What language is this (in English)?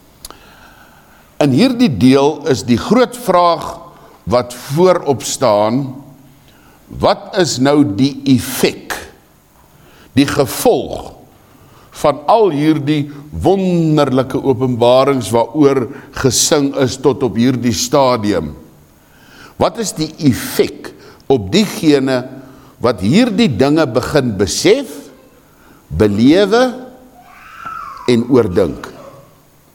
Afrikaans